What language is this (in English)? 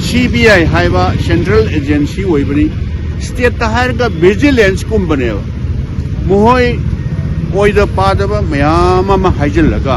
Manipuri